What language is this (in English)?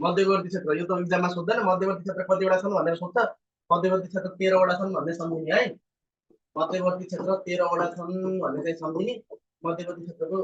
Nepali